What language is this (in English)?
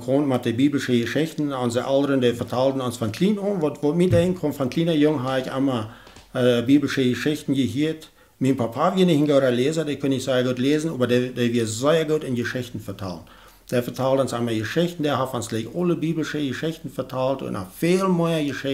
Plautdietsch